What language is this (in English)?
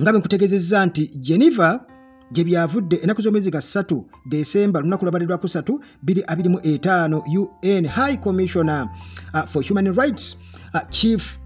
Ganda